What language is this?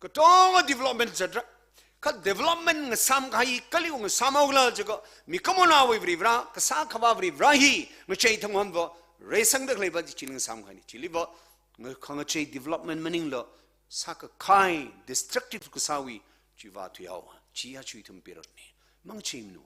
Tangkhul Naga (India)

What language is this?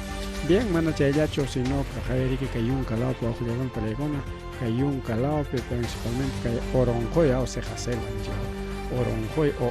Ayacucho Quechua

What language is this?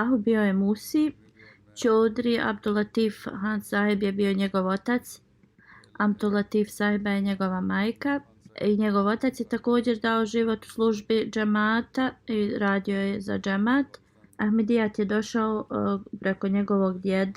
Bosnian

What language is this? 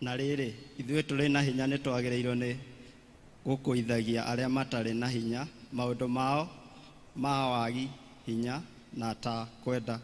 Kikuyu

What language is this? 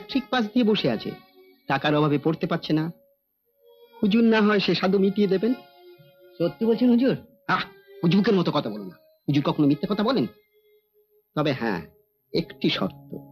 Bangla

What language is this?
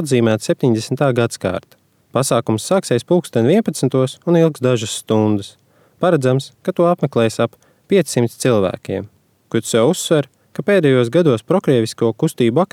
Latvian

